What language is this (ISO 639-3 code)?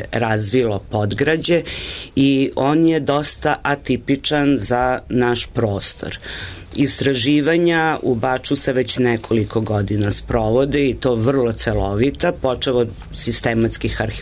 srp